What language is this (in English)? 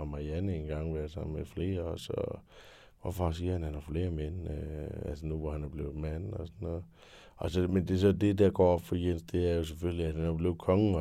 Danish